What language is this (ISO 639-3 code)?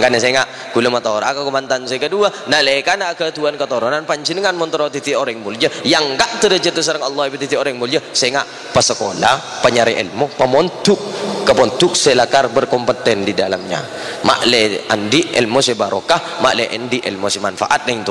mad